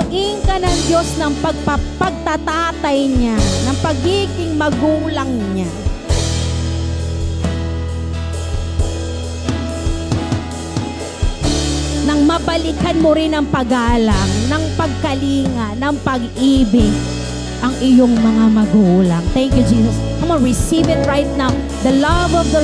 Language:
Filipino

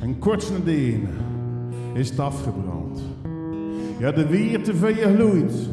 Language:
Zeelandic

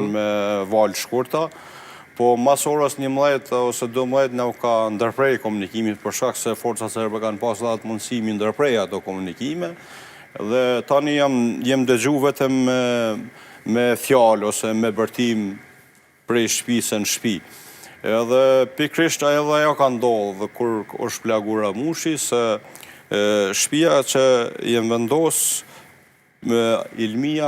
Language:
Albanian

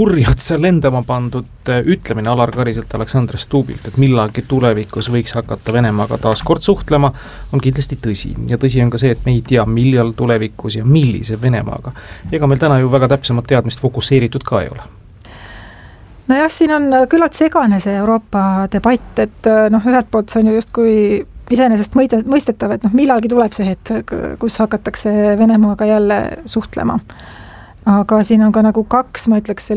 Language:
Estonian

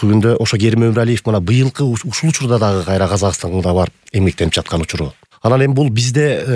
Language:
Kyrgyz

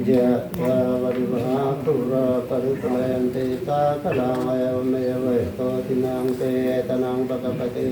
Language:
Pali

